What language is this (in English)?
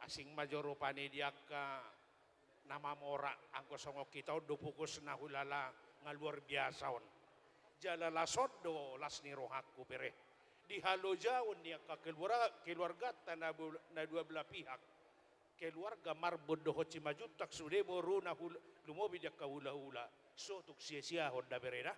Batak Toba